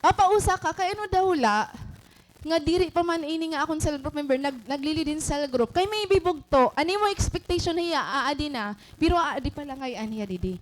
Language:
Waray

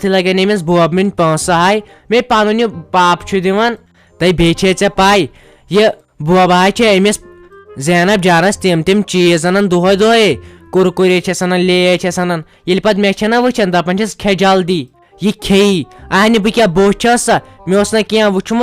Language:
Kashmiri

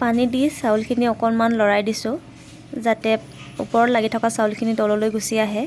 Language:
Assamese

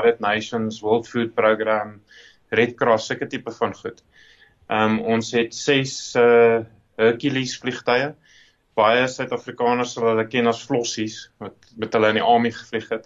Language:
Afrikaans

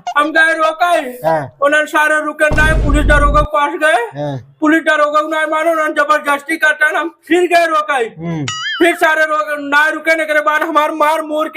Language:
Awadhi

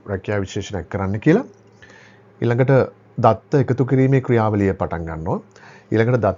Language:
Sinhala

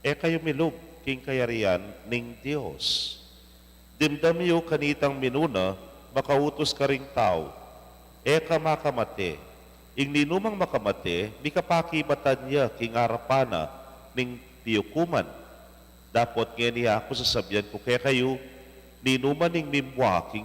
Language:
Pampanga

